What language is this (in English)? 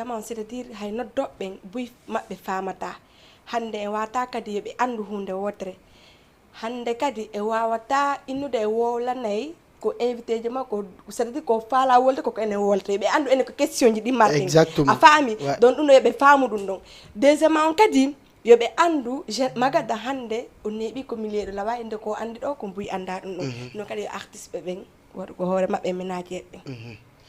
Fula